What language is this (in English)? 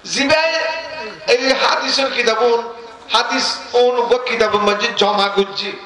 Rohingya